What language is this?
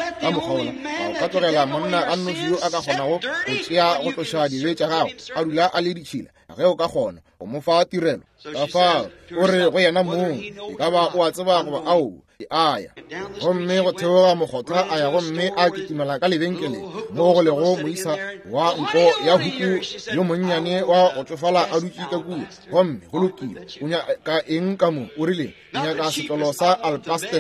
Northern Sotho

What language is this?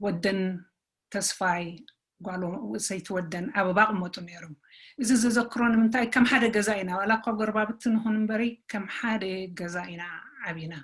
Tigrinya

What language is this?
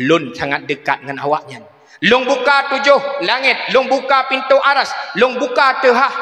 Achinese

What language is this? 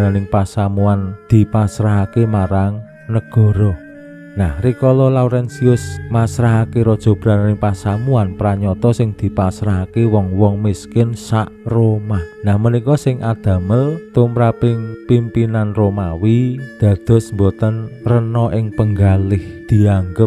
Javanese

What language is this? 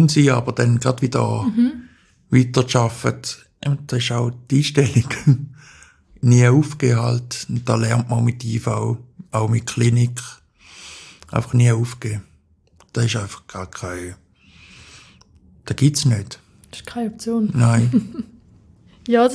German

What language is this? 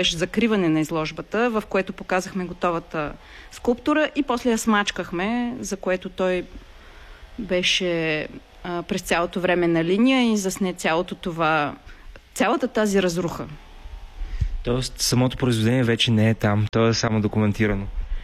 Bulgarian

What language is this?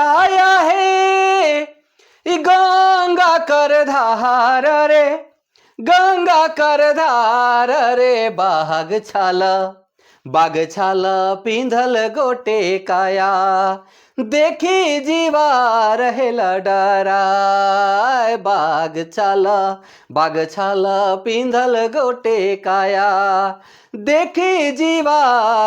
Sadri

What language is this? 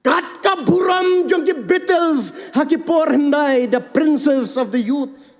Khasi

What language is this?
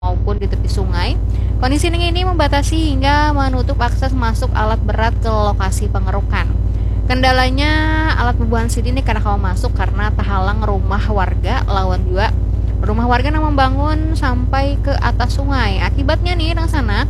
Banjar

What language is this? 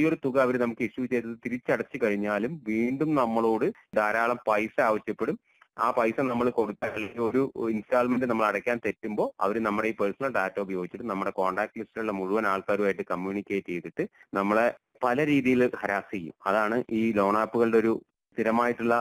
Malayalam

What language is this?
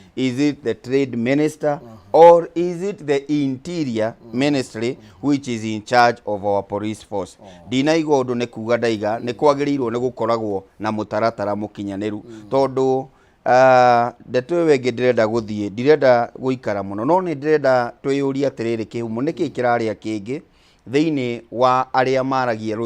Kikuyu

